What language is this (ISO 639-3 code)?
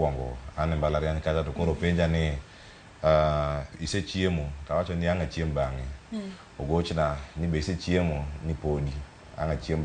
luo